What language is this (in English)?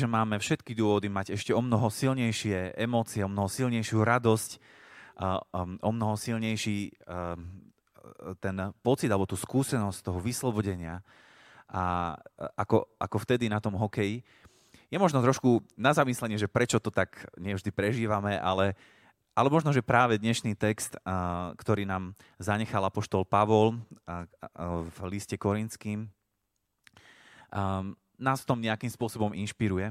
Slovak